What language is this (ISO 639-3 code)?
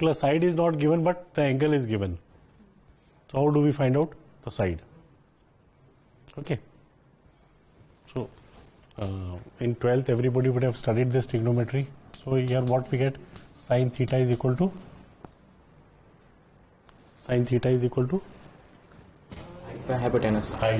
eng